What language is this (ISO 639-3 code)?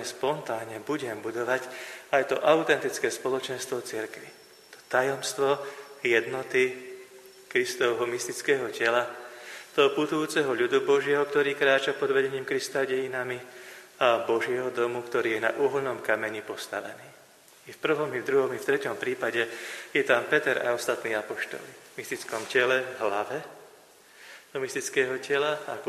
slk